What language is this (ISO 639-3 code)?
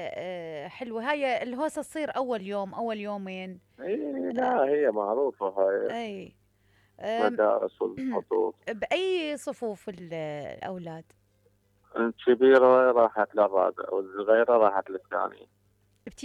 acm